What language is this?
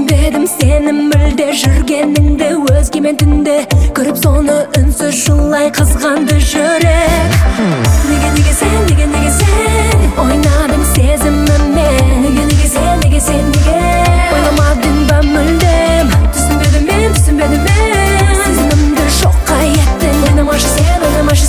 Kazakh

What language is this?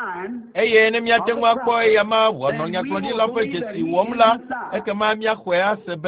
Ewe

